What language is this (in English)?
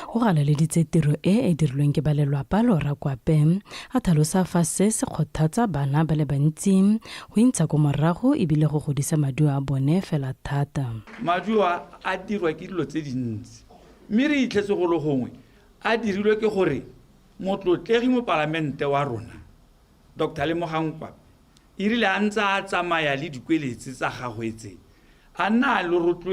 Tswana